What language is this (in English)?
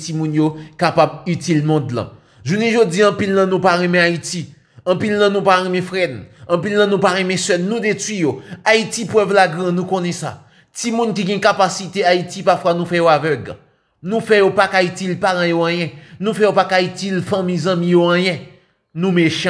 Haitian Creole